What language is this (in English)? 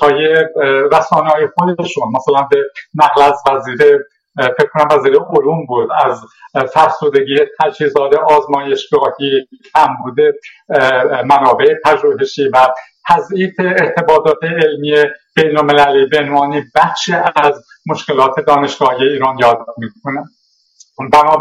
Persian